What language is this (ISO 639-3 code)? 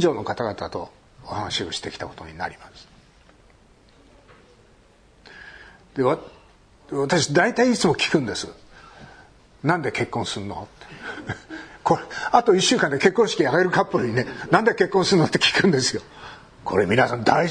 jpn